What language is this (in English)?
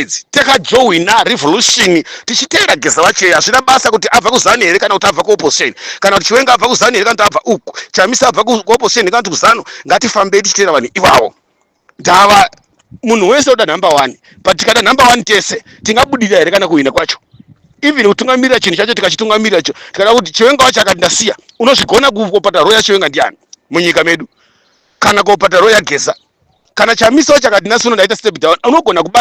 Shona